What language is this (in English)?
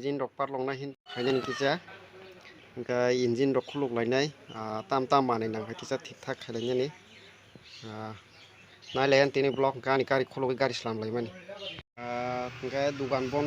Kok Borok